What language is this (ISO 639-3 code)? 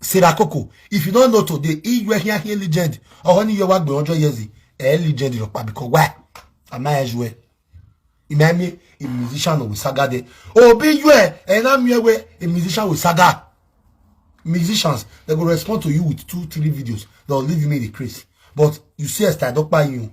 pcm